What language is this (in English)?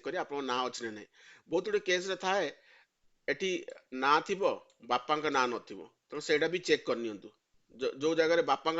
Odia